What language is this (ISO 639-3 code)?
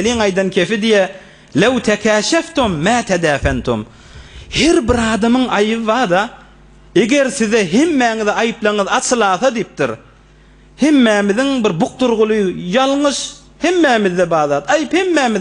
tuk